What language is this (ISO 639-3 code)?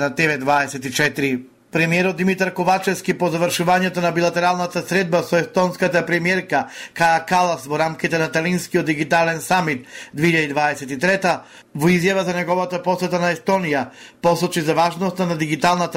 mkd